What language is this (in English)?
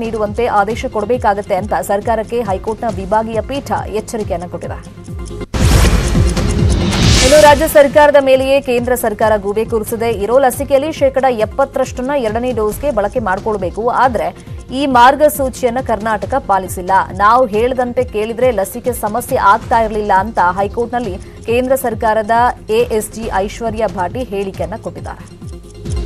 Kannada